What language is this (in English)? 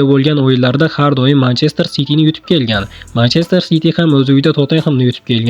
Uzbek